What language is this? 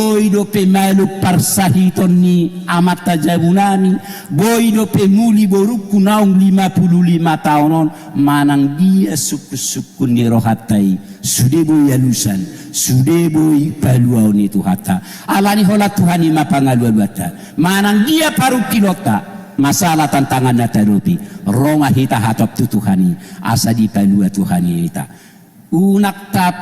Batak Toba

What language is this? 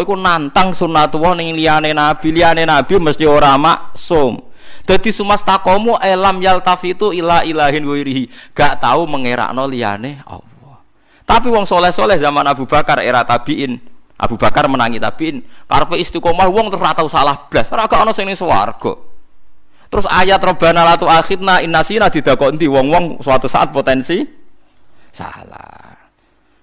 Javanese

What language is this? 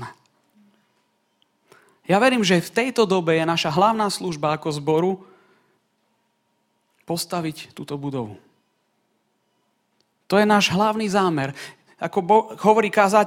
Slovak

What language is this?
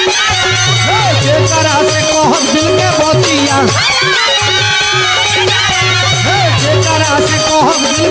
Bhojpuri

